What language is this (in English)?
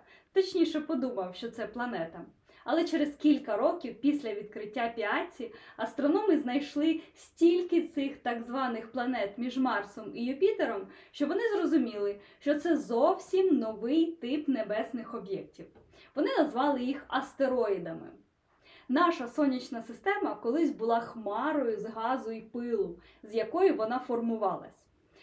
Ukrainian